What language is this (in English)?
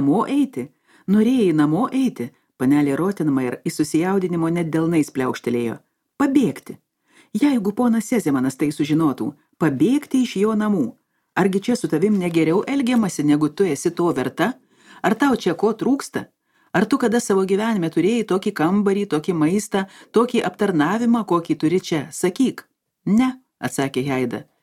Lithuanian